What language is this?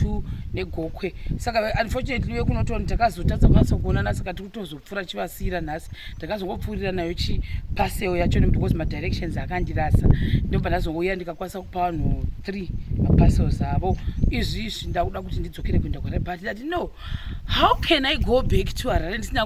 Shona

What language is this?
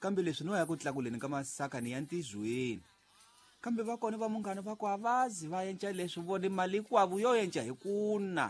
Tsonga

